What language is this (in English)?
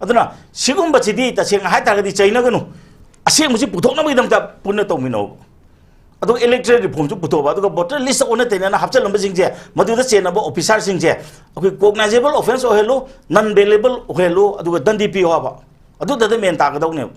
Manipuri